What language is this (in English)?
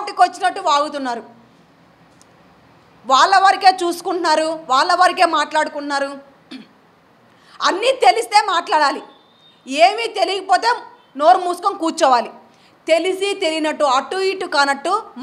Telugu